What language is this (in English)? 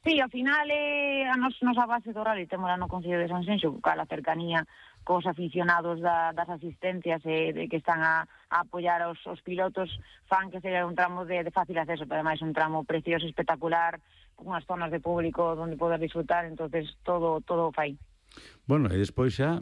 Galician